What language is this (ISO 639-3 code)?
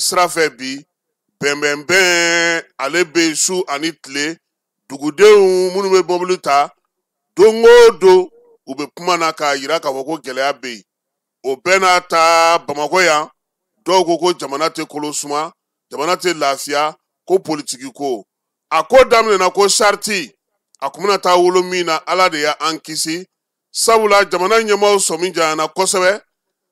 bam